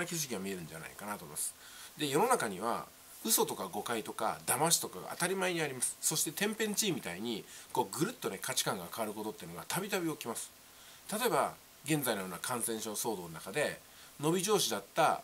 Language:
Japanese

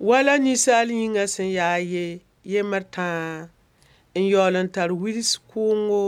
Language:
Mossi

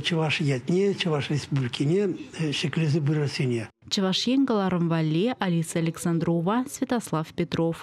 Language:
Chuvash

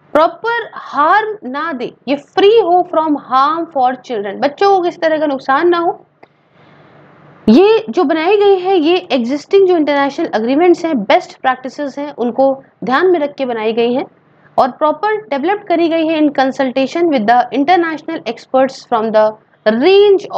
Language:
Hindi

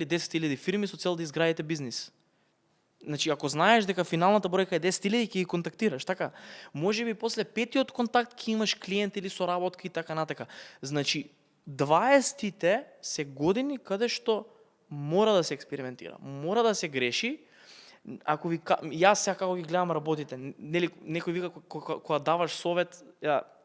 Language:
Macedonian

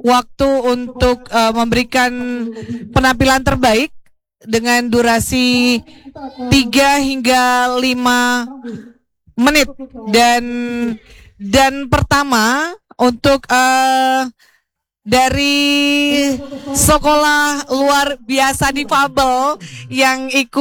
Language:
Indonesian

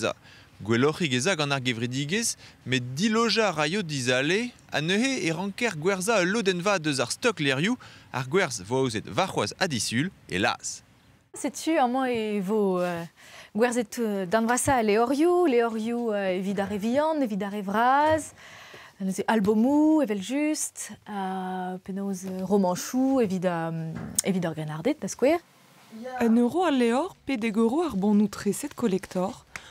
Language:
Breton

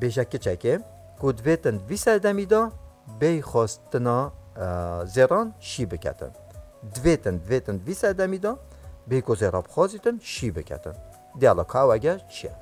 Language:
Kurdish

